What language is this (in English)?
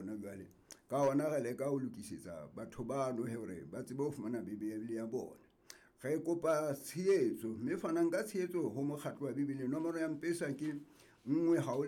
Southern Sotho